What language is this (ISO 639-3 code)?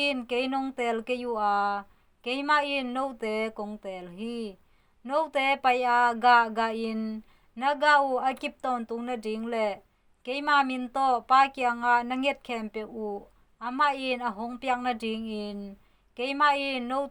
ctd